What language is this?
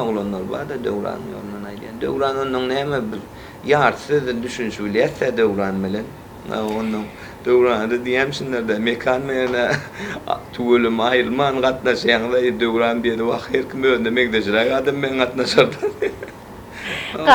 Turkmen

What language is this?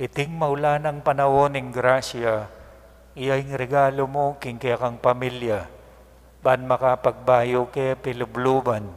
Pampanga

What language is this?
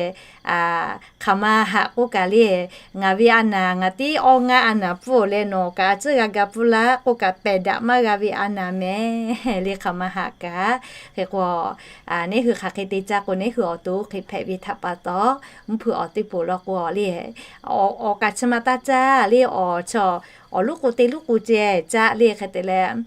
Lahu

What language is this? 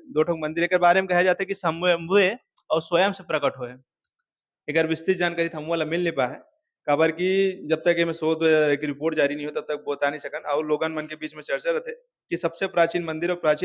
Chhattisgarhi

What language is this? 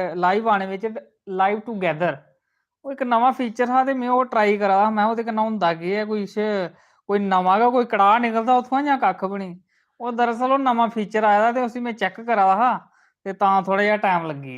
Dogri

